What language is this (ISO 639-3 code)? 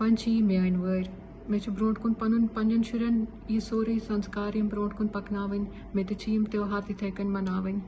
kas